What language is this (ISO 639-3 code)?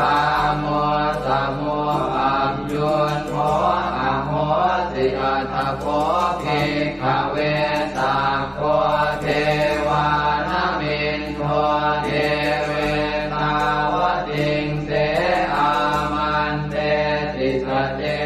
pli